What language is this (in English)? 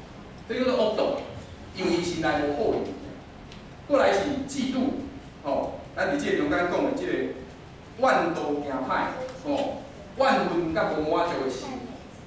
Min Nan Chinese